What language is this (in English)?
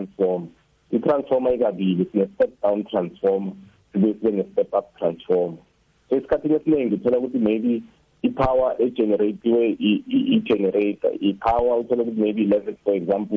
South Ndebele